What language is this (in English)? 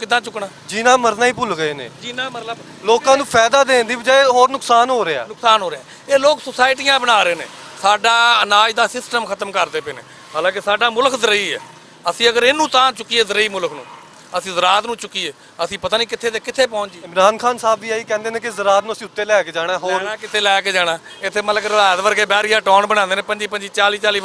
Western Panjabi